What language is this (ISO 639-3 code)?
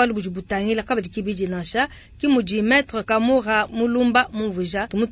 lua